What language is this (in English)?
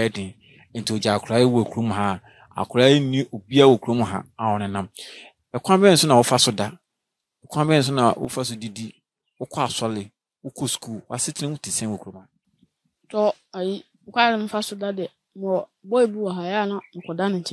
Akan